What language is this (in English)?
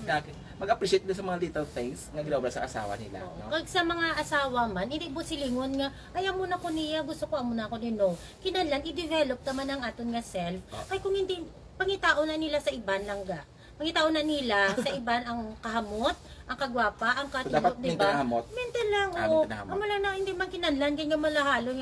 Hiligaynon